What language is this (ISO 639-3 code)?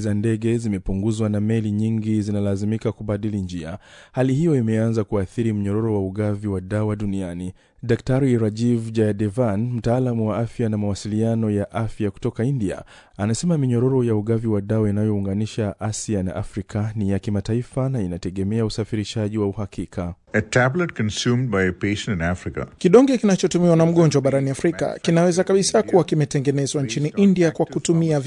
swa